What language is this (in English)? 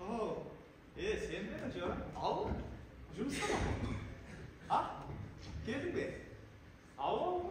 Kara-Kalpak